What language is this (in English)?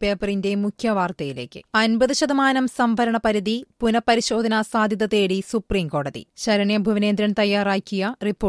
Malayalam